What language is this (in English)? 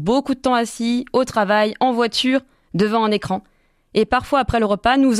French